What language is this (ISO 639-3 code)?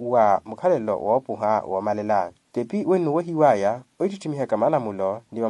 vmw